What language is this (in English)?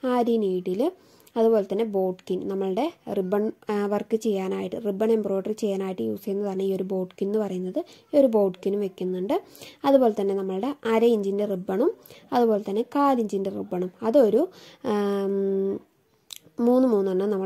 Malayalam